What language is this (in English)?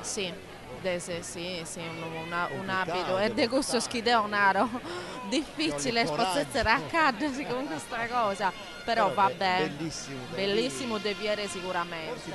Sardinian